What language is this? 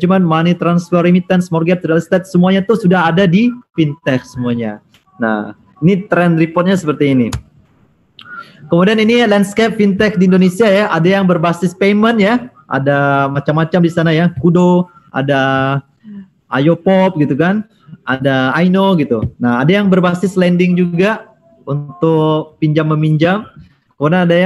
Indonesian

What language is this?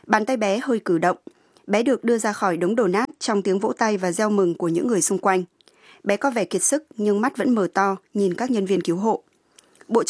Vietnamese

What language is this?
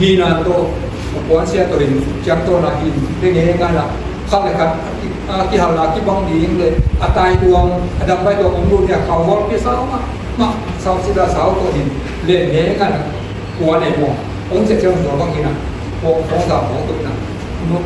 Tedim Chin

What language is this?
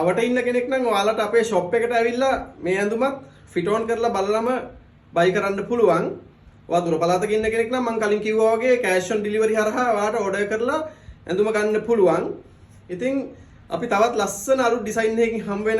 Sinhala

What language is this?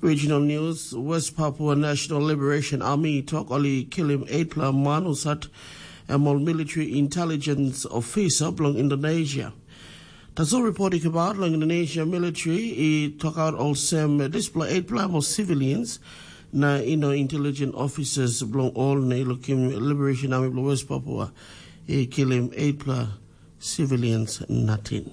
Tok Pisin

